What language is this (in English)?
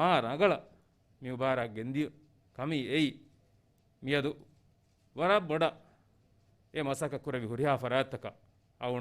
Divehi